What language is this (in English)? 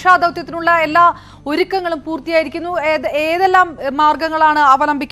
Malayalam